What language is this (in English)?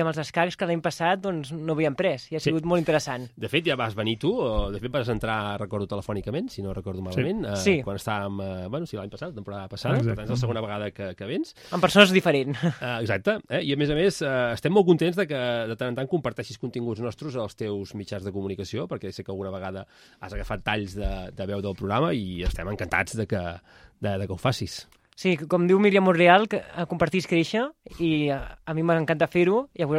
Catalan